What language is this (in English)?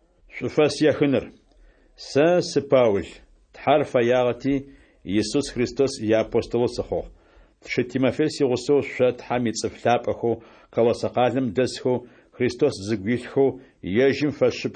Adyghe